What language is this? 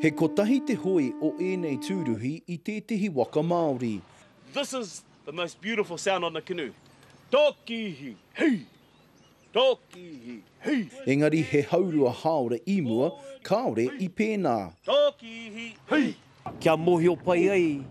Māori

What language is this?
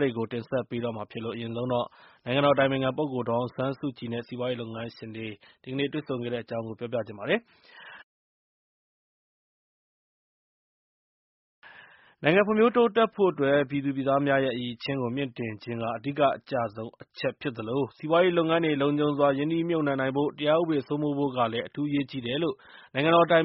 Burmese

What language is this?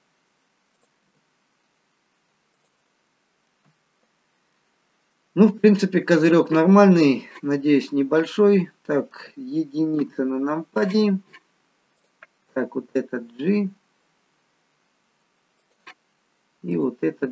Russian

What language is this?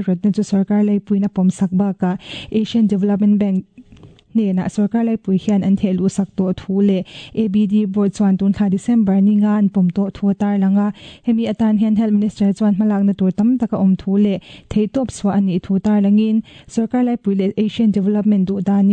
Mizo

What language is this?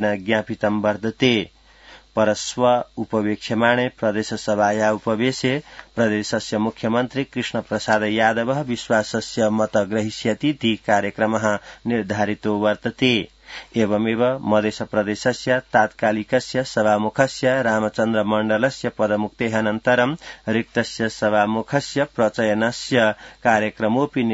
Sanskrit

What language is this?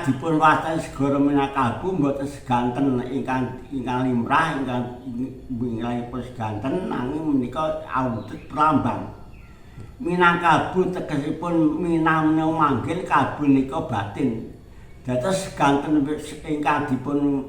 Javanese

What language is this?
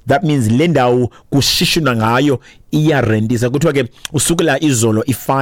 Xhosa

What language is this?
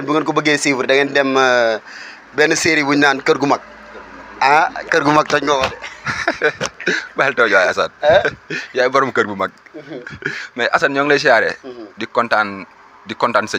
Wolof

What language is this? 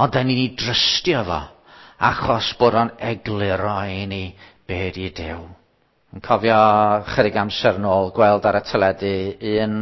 Welsh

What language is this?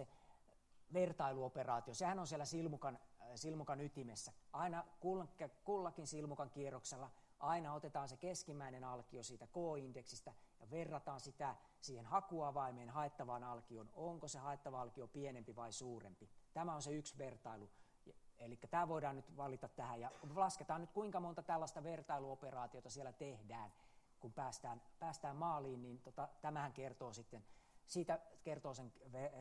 Finnish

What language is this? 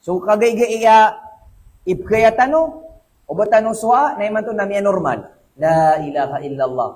Maranao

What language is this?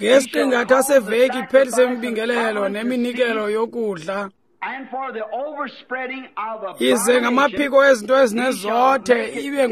Xhosa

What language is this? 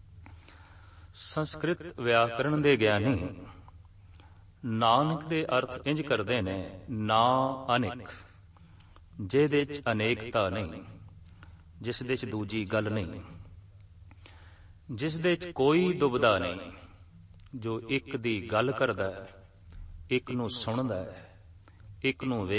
Punjabi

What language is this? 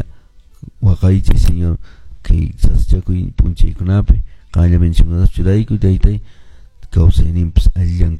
Quechua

